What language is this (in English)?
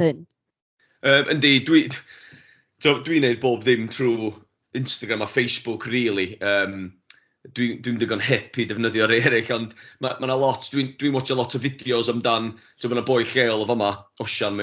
Welsh